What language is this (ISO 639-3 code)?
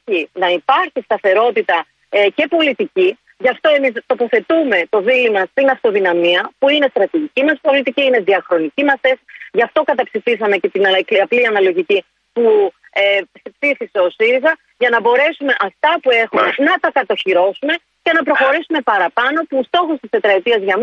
ell